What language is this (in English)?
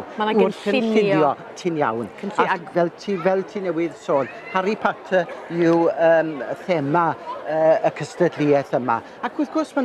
Welsh